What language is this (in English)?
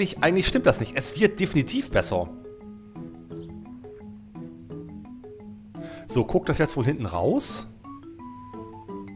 German